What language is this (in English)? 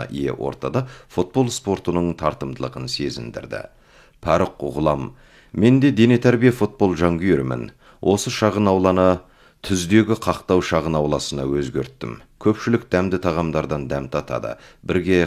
Kazakh